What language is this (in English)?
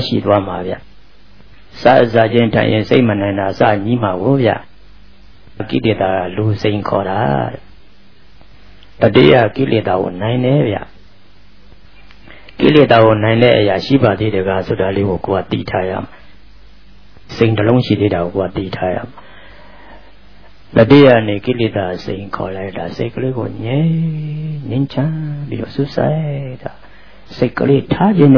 Burmese